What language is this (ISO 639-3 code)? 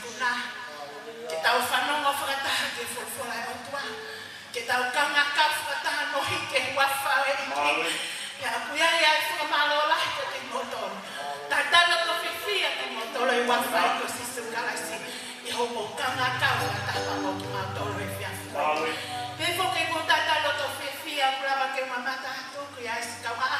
ton